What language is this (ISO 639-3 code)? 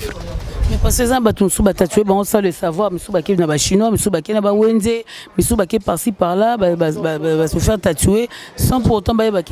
lin